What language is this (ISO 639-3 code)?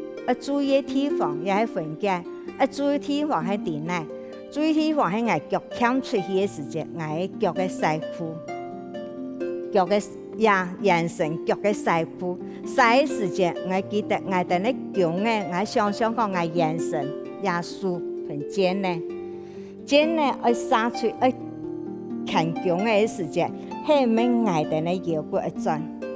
hak